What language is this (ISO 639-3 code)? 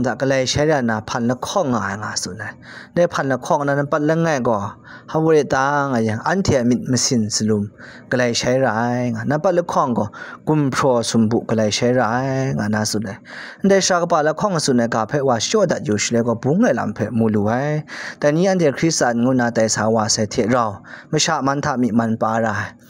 kac